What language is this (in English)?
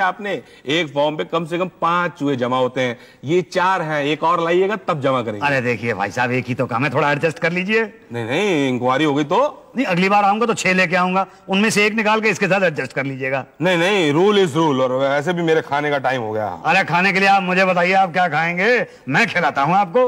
Hindi